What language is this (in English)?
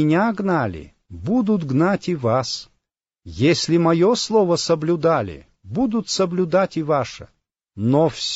Russian